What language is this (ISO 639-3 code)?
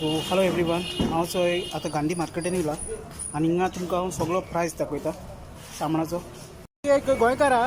kok